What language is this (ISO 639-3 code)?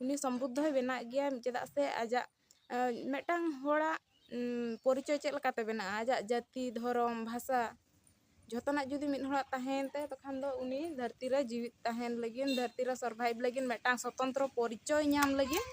sat